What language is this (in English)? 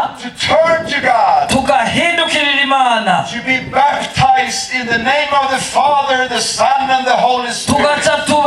Rundi